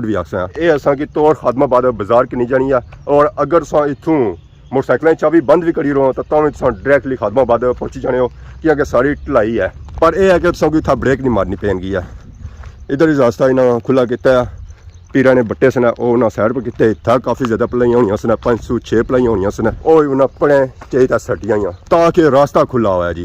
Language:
Pahari-Potwari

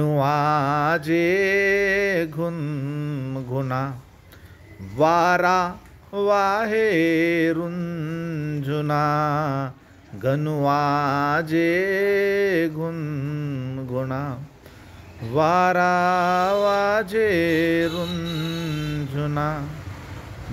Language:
Marathi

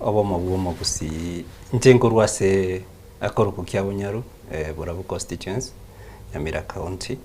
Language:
Gusii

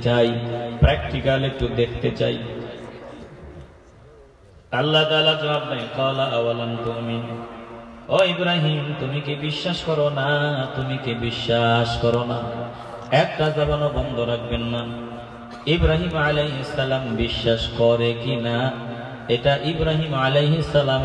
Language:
Bangla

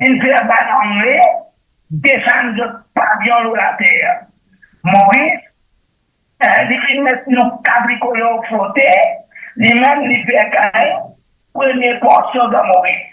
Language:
Morisyen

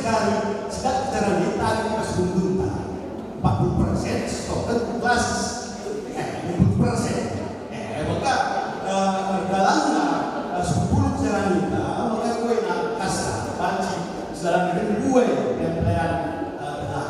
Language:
Batak Karo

